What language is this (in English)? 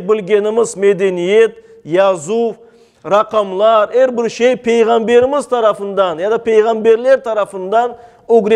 Crimean Tatar